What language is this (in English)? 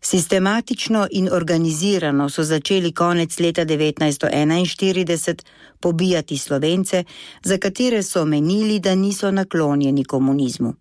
Slovenian